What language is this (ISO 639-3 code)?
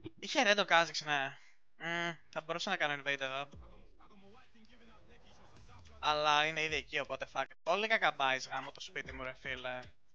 ell